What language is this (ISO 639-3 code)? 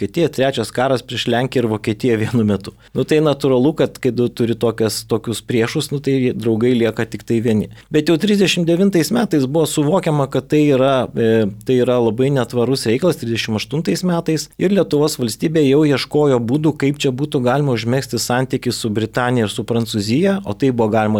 lit